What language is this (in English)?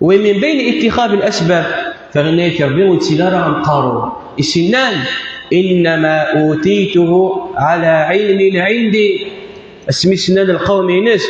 Kabyle